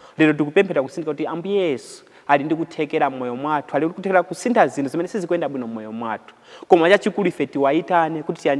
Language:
Nyanja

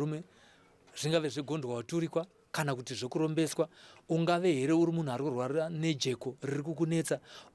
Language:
Shona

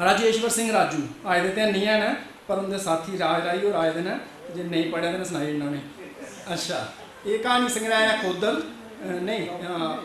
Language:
Dogri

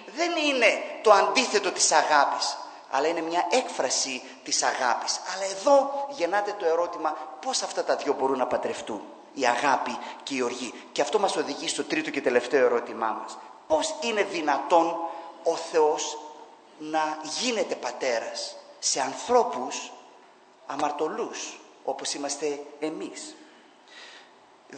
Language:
Greek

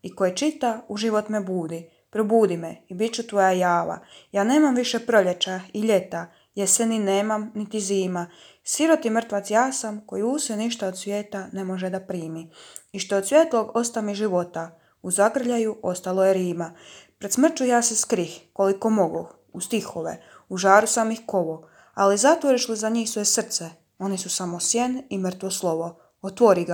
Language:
Croatian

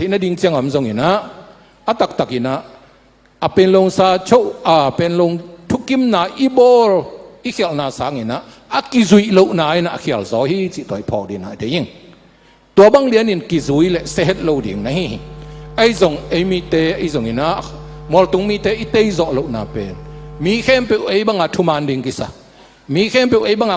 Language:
Tedim Chin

